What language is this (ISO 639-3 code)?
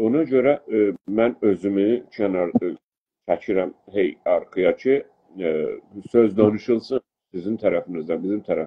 azb